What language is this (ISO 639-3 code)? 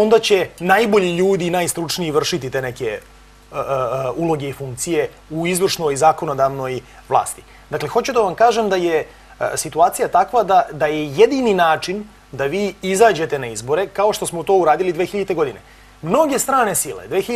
srp